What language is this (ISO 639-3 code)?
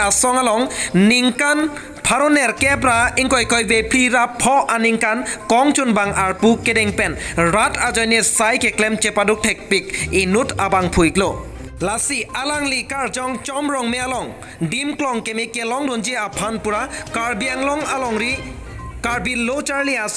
mjw